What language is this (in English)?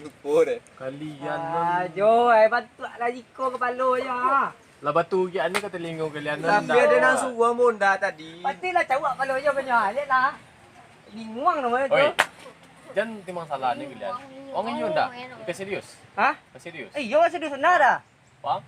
Minangkabau